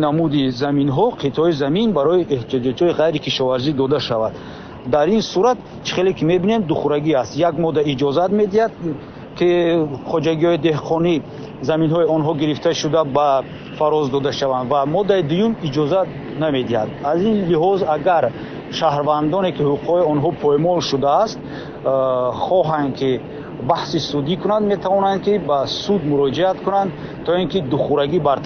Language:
Tajik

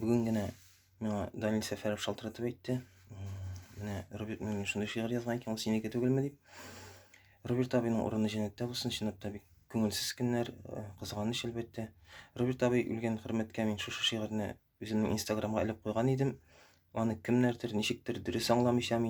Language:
Tatar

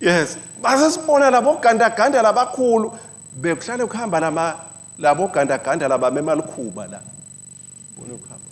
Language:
Swati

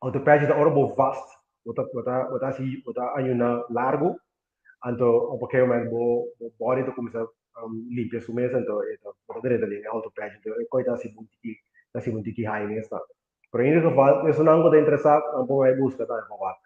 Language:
Papiamento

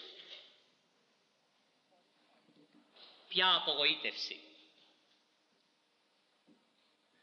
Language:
Greek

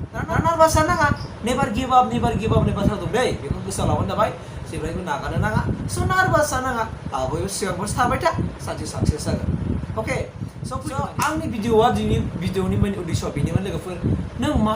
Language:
Bodo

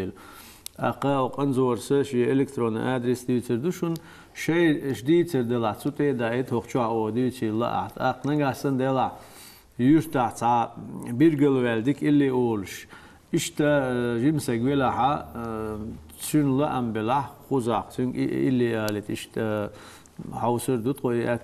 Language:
Chechen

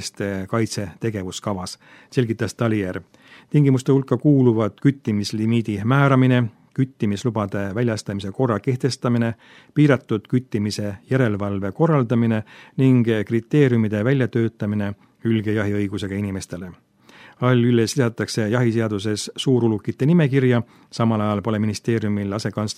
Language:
Estonian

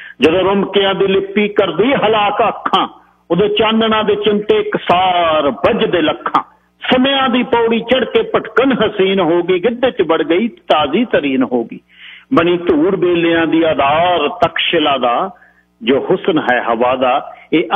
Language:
Punjabi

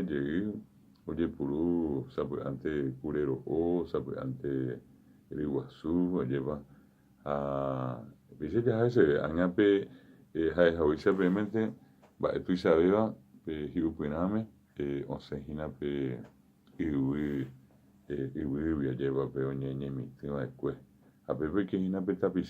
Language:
Guarani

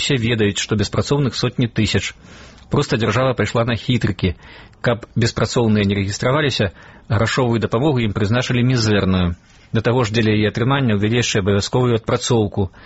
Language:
Belarusian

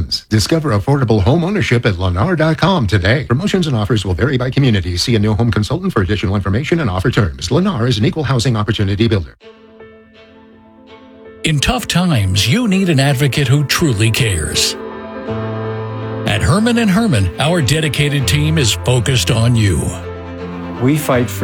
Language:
English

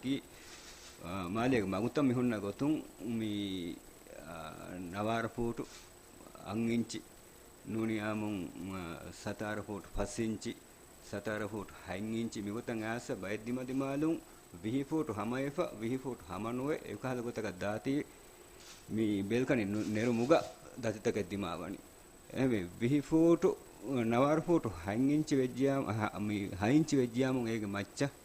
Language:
Divehi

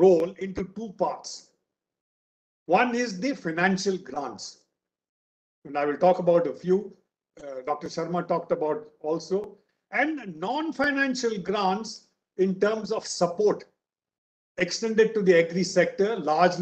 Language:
English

